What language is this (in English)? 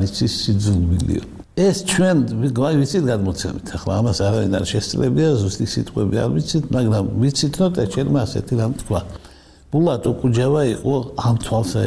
Georgian